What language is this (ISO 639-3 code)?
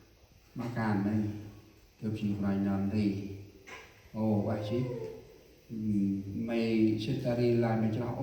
cmo